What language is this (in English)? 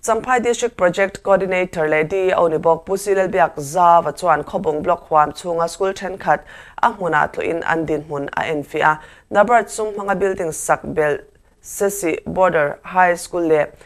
Mizo